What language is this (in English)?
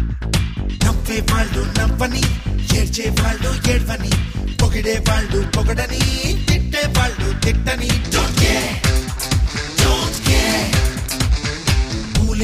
Telugu